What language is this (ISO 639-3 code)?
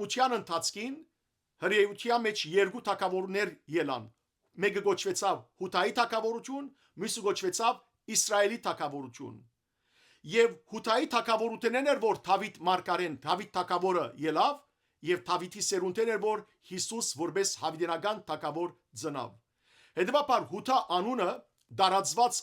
hyw